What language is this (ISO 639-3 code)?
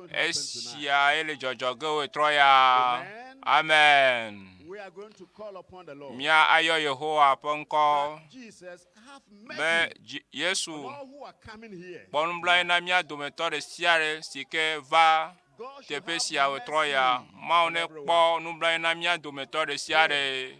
ewe